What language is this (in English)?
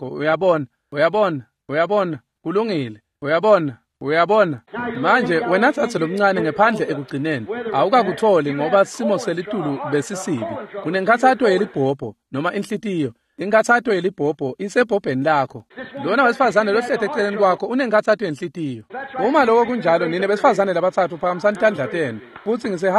Swati